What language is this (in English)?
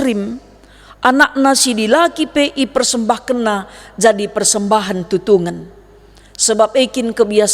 Batak Karo